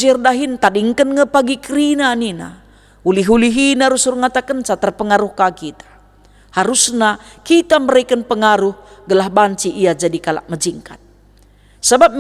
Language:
Batak Karo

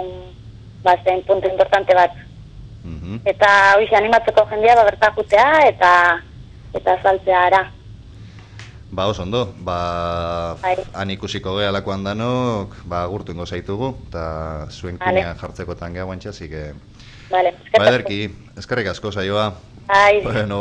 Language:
Basque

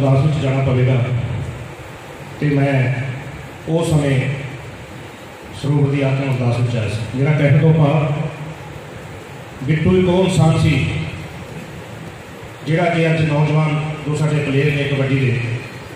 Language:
Punjabi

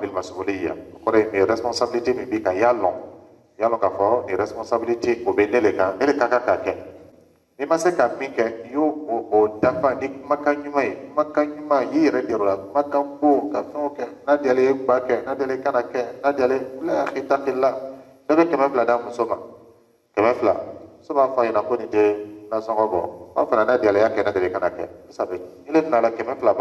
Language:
Dyula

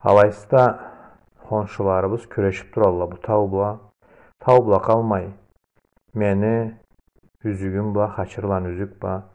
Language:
Karachay-Balkar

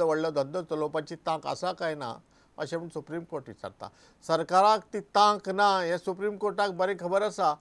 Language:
Konkani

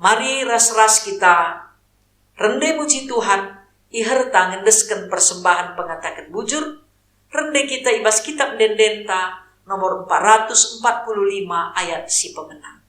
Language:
Batak Karo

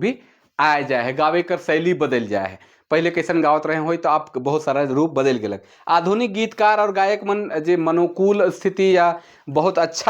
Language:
Sadri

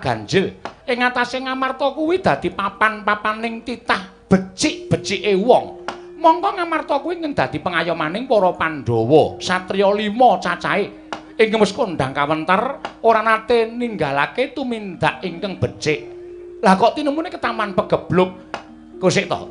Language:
Javanese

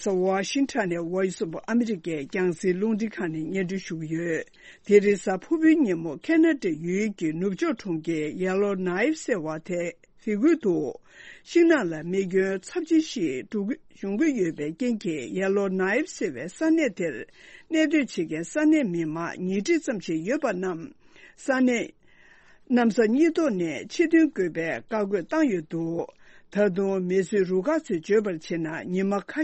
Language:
Tibetan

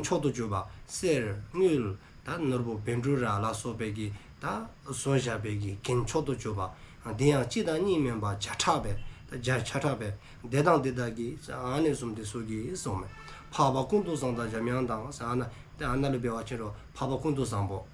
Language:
Dzongkha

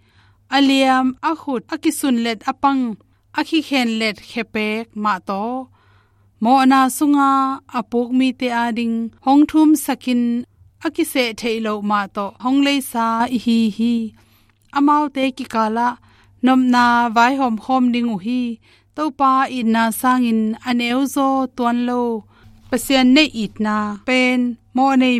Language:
Tedim Chin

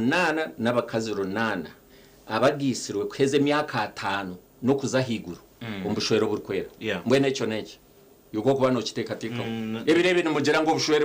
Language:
Nyankole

